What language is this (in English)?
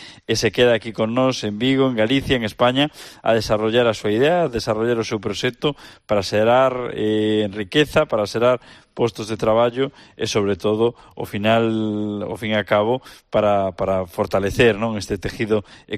Galician